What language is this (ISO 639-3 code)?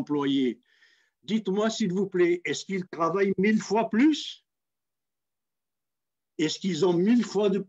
fra